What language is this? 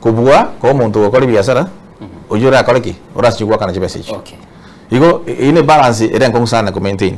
Gusii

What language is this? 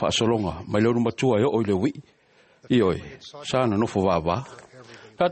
Samoan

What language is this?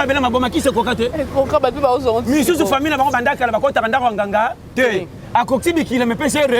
Lingala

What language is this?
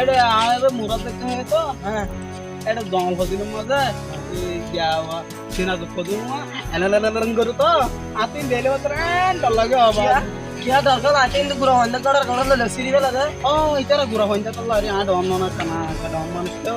Rohingya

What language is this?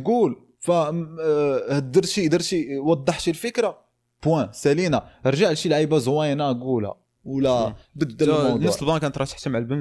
Moroccan Arabic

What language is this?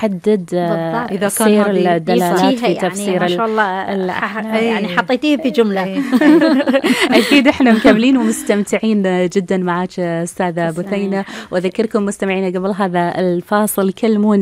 Gulf Arabic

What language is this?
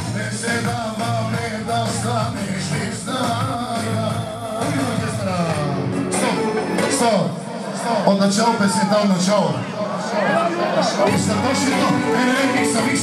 Bulgarian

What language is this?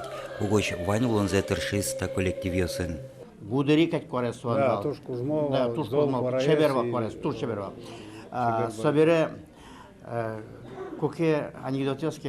Udmurt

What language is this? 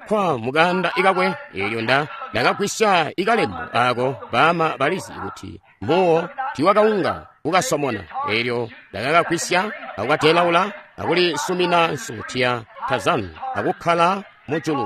Tonga (Zambia)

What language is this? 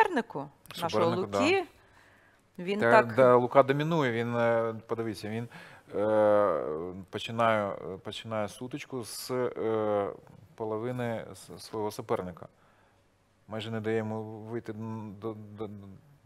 Ukrainian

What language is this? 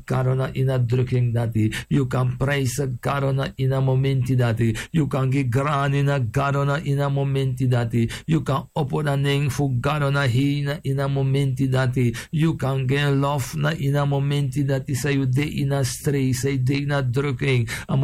Sranan Tongo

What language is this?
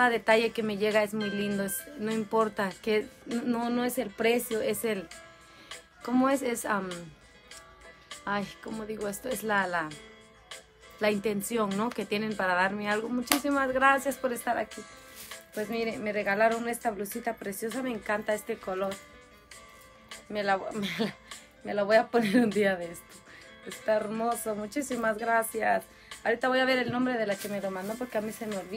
Spanish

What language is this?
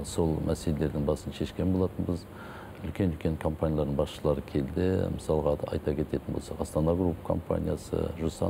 Kazakh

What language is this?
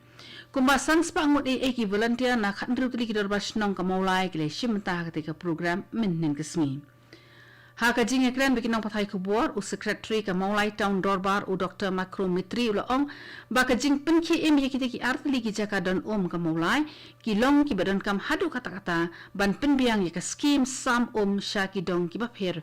Khasi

